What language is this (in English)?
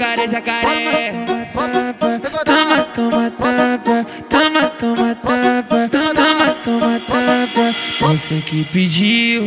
Portuguese